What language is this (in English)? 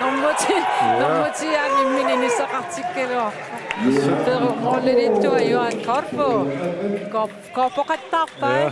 Kalaallisut